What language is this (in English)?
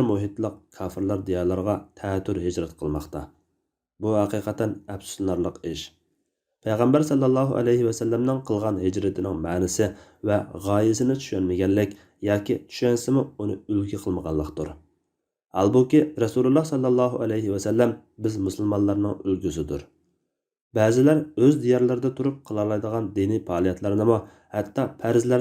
Uyghur